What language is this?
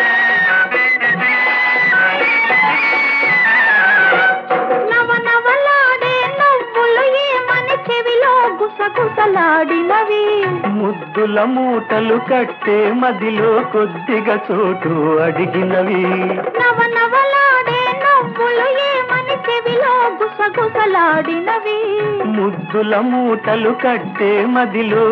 Telugu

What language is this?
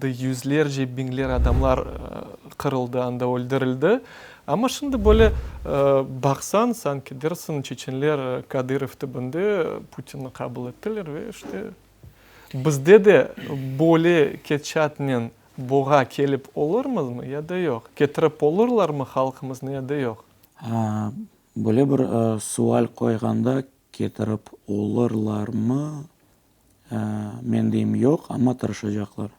Crimean Tatar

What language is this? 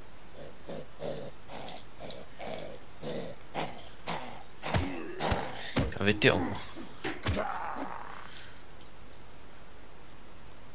Danish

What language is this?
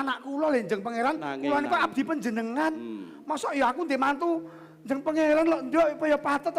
Javanese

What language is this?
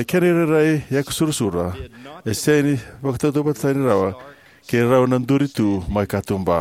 Fijian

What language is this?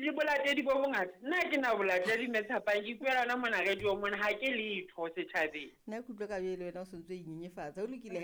Southern Sotho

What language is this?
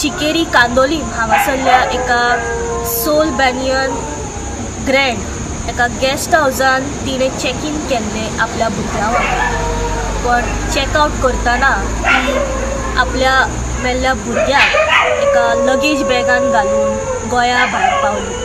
Konkani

